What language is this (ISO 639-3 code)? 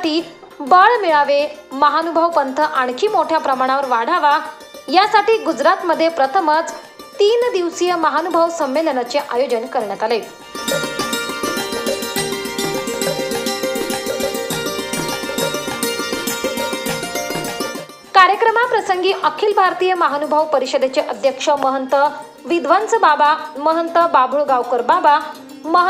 mar